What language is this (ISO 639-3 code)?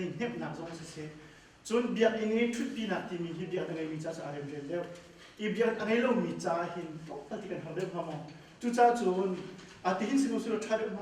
cnh